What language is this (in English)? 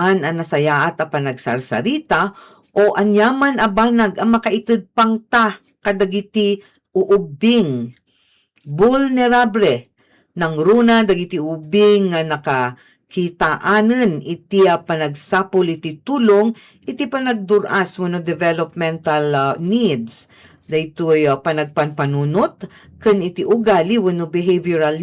Iloko